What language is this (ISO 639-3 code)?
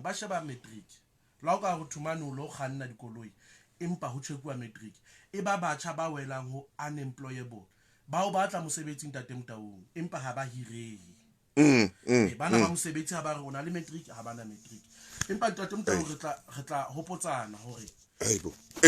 sot